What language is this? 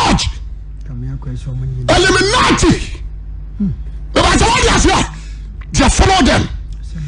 Akan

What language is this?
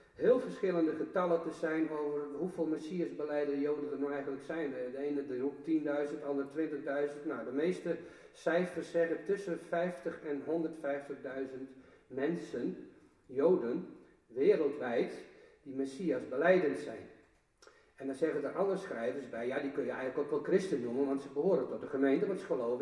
Dutch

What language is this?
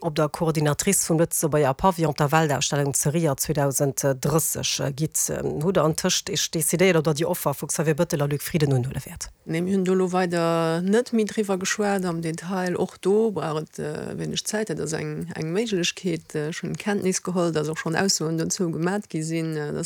Luxembourgish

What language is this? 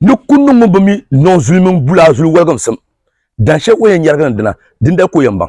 Dagbani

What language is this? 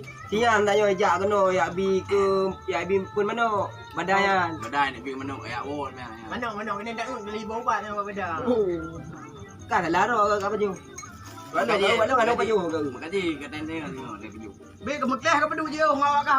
Achinese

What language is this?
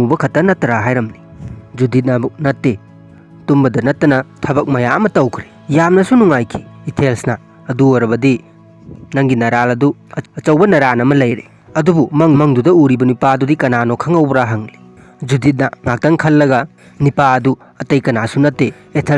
Manipuri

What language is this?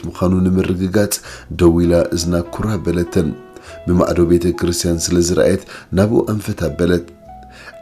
Tigrinya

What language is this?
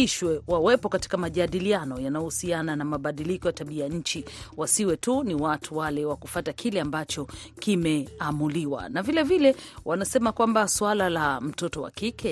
Swahili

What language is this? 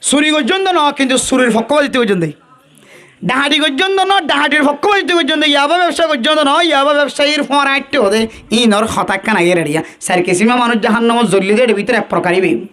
Rohingya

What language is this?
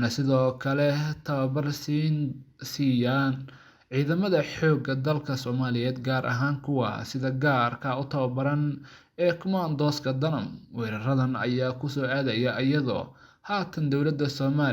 Somali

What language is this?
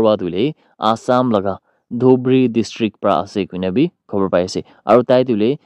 Naga Pidgin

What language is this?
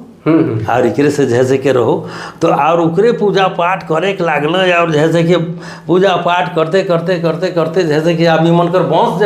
Sadri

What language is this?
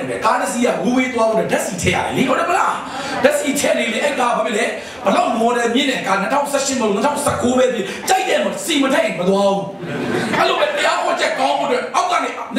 Burmese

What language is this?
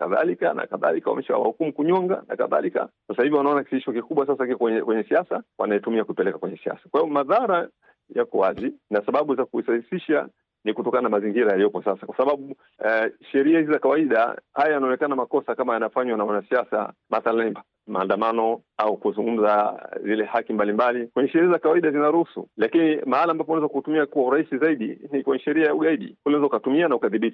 Swahili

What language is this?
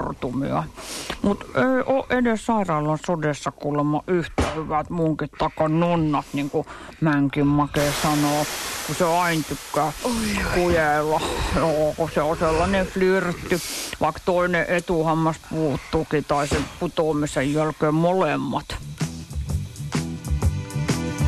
Finnish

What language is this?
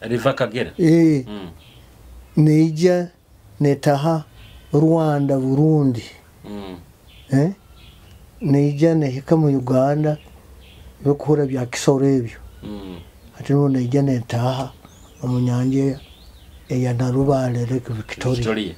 Nyoro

